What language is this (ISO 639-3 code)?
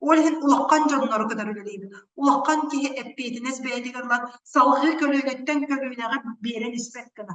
sah